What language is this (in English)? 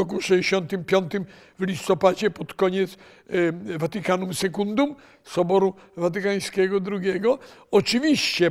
Polish